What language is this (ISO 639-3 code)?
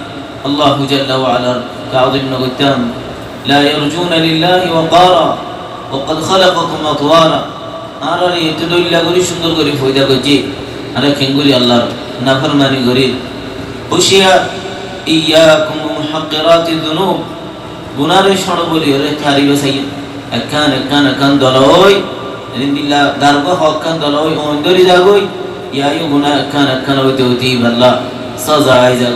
rhg